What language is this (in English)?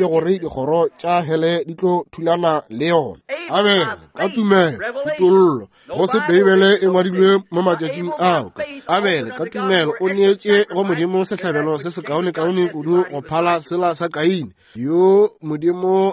Northern Sotho